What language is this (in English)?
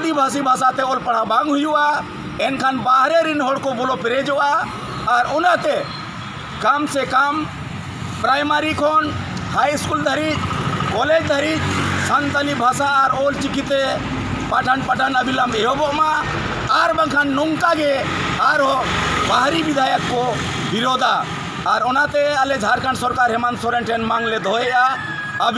Santali